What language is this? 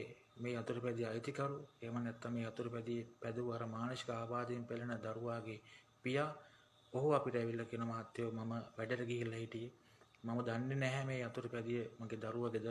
Sinhala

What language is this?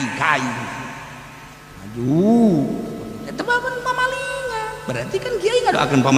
Sundanese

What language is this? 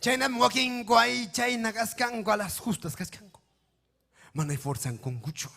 Ayacucho Quechua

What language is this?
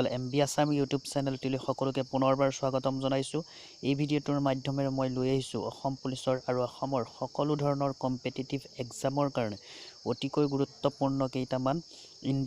Assamese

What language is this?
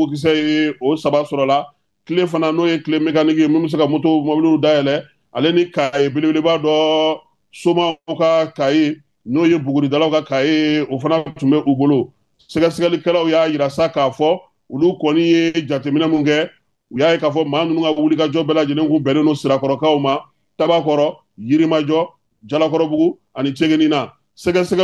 Bambara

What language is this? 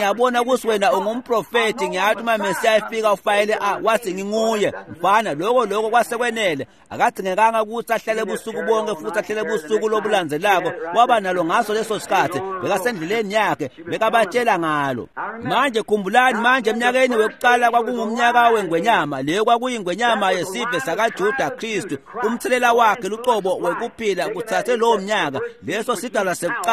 Swati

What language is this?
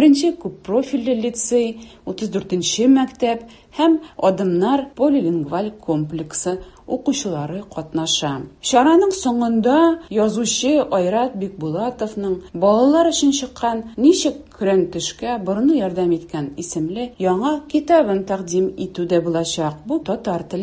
Tatar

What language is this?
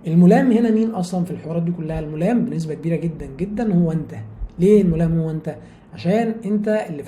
Egyptian Arabic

